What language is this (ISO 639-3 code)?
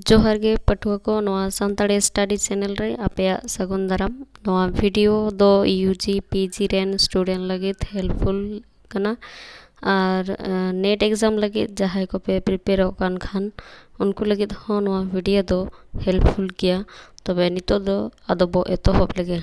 sat